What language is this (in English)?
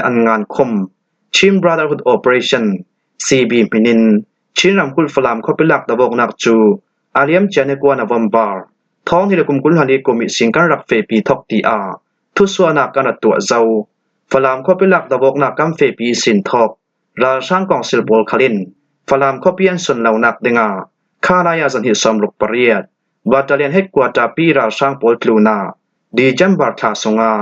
Hakha Chin